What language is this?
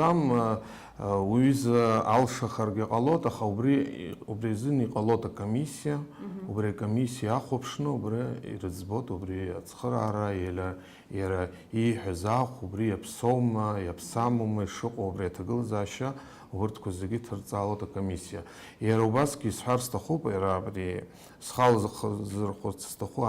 Abkhazian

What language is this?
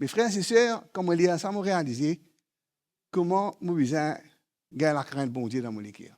Morisyen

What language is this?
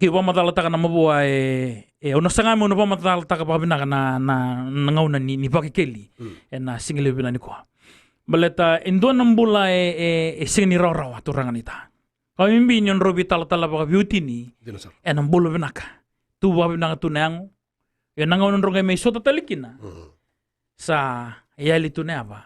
Fijian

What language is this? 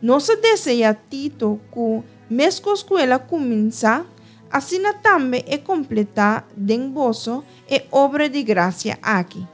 Papiamento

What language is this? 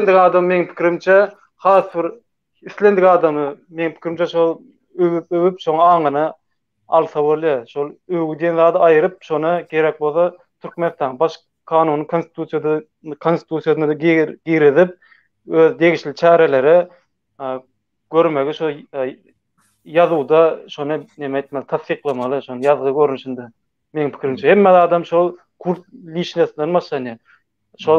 Turkmen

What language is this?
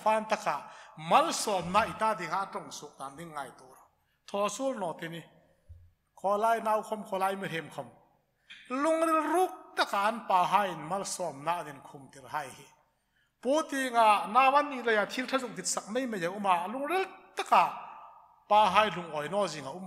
Hmar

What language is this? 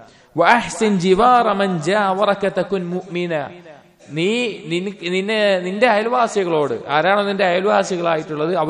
Malayalam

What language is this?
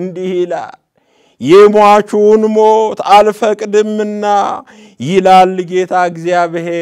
Amharic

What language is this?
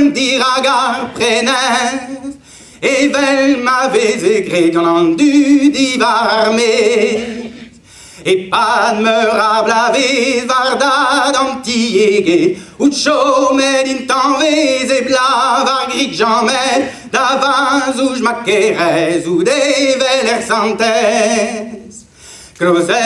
Breton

